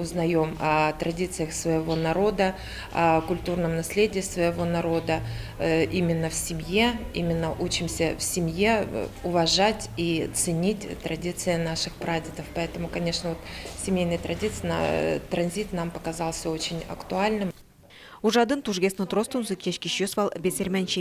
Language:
Udmurt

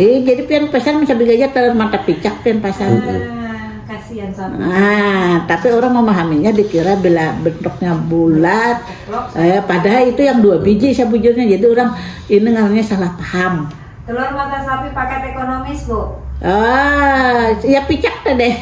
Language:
Banjar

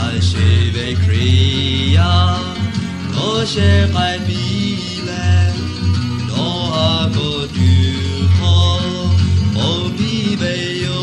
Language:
Lahu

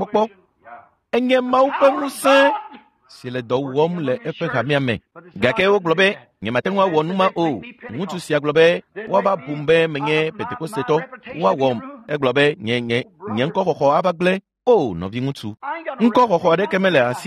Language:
Ewe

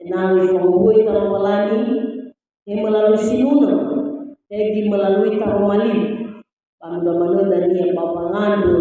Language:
Nias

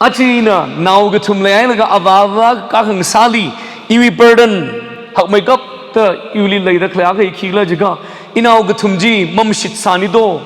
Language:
Tangkhul Naga (India)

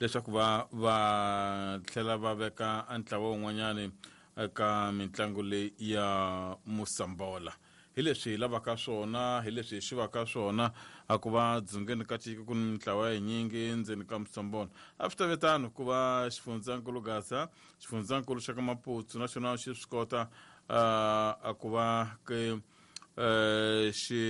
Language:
Tsonga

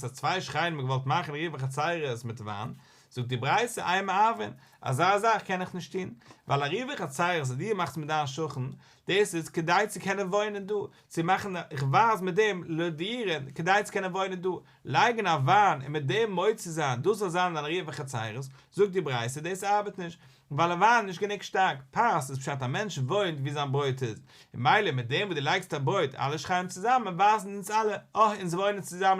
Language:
Yiddish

